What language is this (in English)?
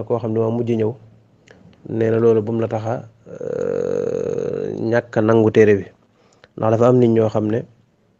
Wolof